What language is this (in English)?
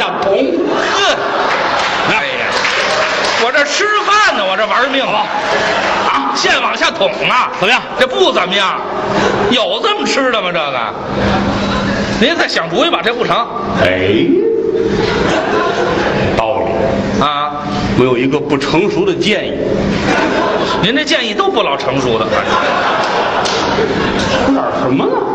Chinese